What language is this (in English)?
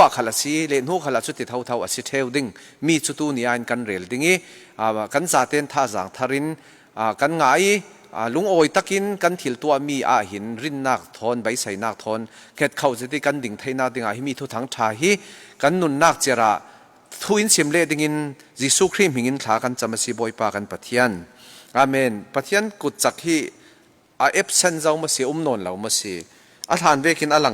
Falam Chin